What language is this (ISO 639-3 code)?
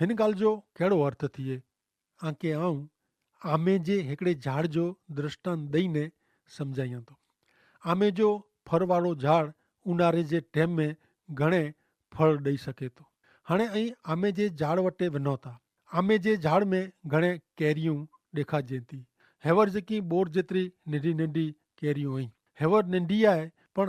kfr